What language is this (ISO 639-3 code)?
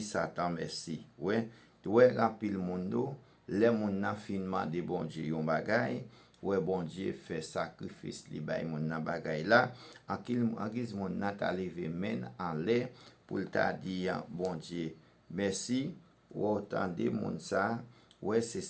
hat